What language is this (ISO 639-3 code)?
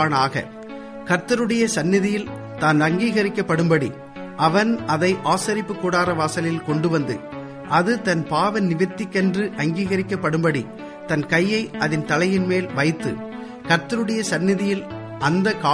tam